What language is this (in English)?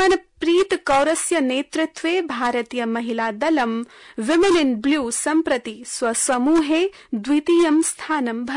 Sanskrit